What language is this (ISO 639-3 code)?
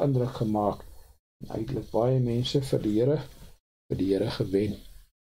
afr